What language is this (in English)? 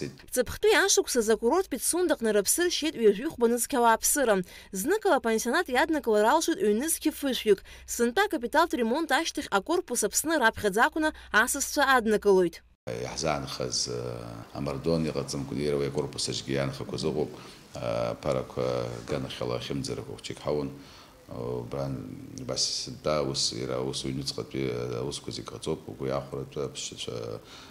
Abkhazian